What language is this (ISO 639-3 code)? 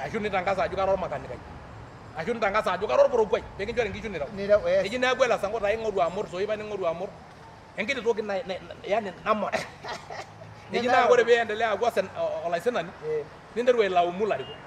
mas